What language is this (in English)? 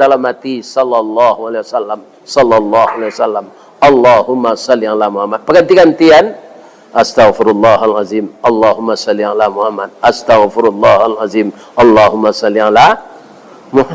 Minangkabau